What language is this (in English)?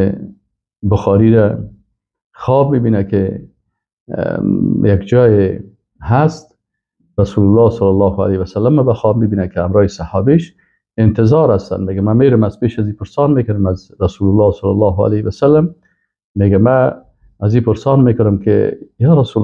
Persian